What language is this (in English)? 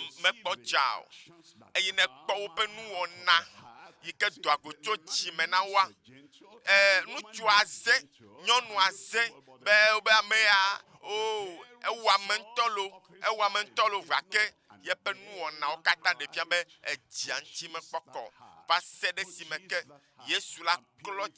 Ewe